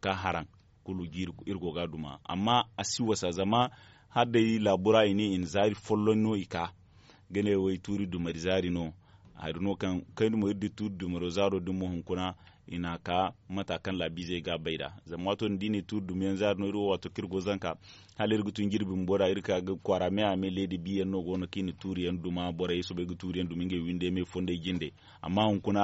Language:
Zarma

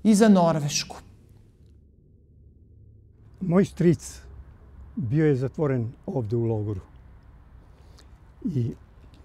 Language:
Serbian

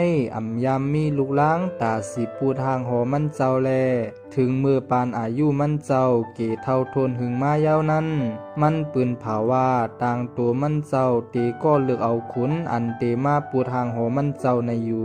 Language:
Shan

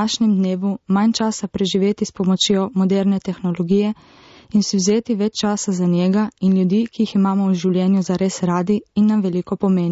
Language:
Slovenian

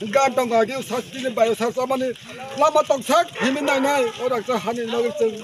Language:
Kok Borok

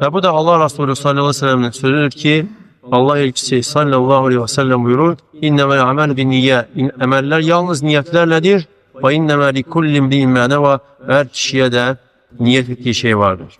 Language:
Azerbaijani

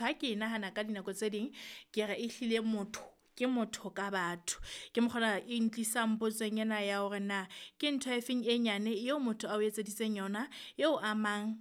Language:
Southern Sotho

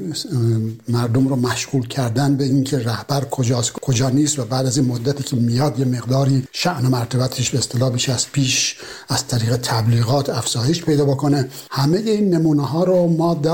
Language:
Persian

